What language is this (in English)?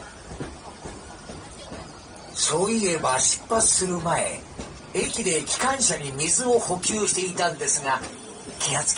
Japanese